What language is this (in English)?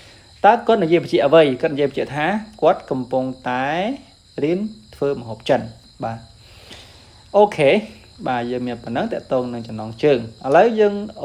Khmer